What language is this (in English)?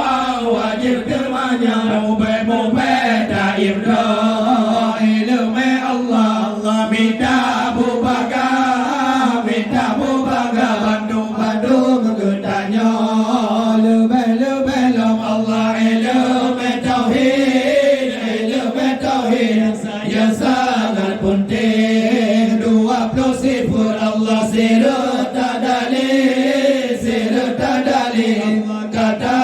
Achinese